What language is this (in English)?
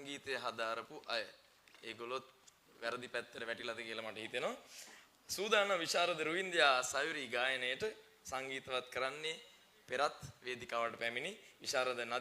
Sinhala